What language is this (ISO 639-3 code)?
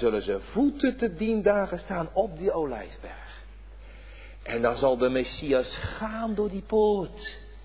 nld